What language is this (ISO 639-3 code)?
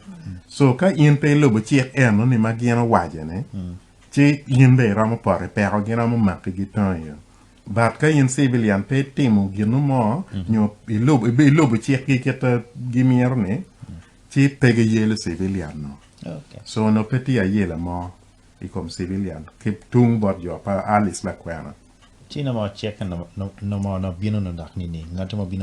ach